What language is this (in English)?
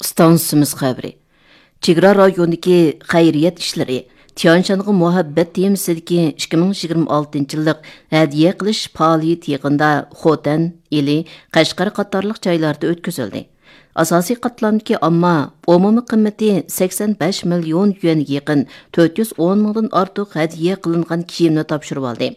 Uyghur